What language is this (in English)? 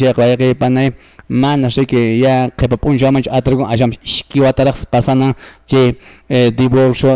Quechua